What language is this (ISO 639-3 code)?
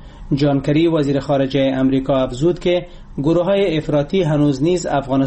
fas